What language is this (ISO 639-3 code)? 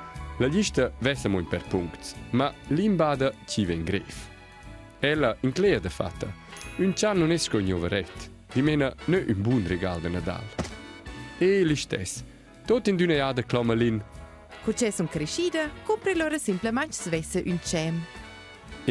roh